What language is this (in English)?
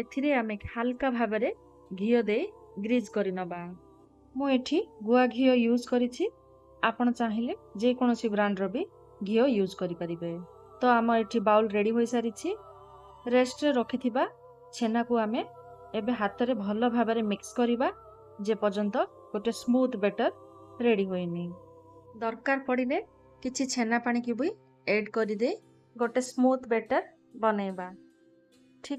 Odia